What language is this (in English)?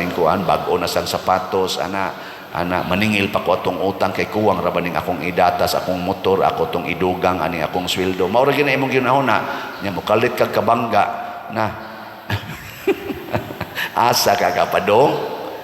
Cebuano